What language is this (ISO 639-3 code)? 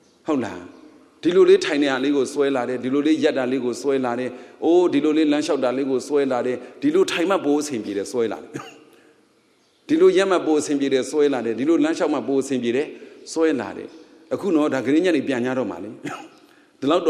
mya